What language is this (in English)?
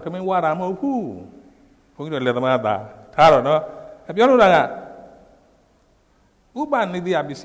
Burmese